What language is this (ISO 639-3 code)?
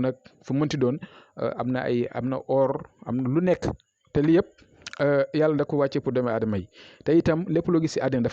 wol